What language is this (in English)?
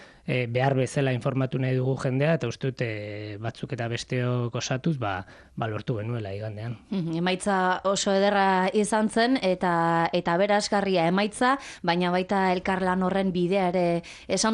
Basque